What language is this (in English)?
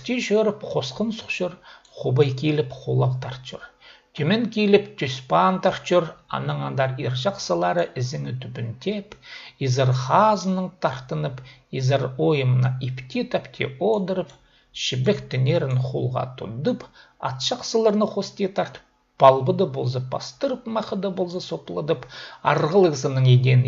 Khakas